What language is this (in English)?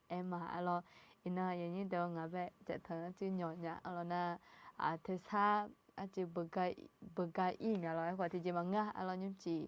Akha